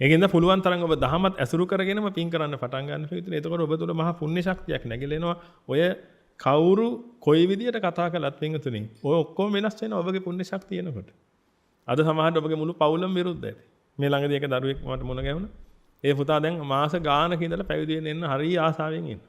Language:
Sinhala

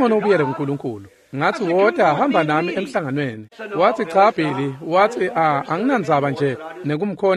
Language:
Swati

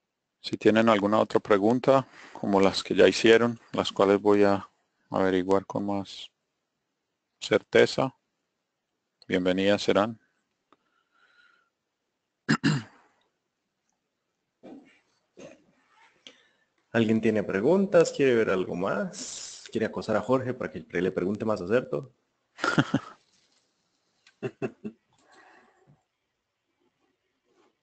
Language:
Spanish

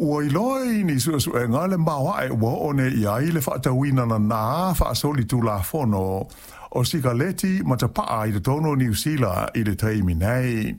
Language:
Samoan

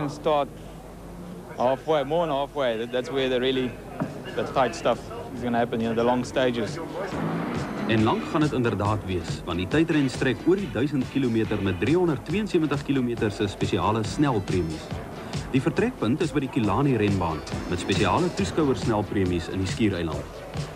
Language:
Afrikaans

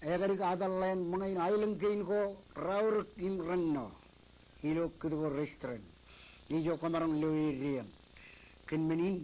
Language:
Marshallese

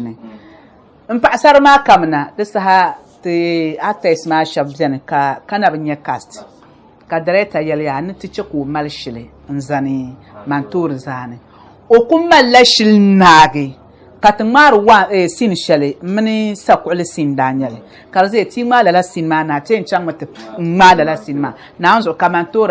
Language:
Dagbani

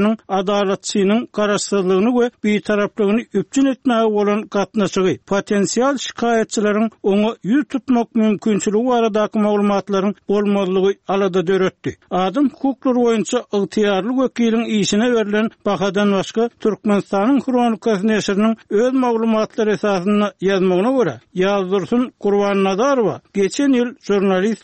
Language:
Turkmen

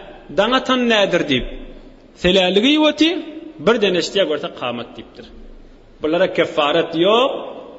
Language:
Turkmen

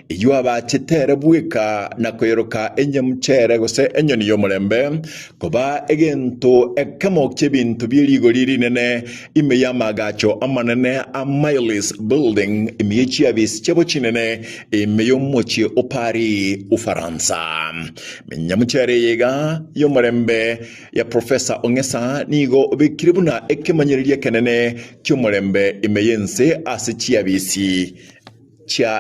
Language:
Gusii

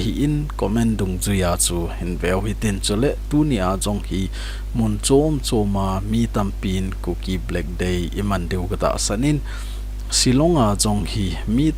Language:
Thado Chin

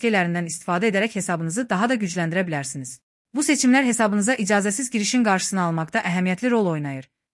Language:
Azerbaijani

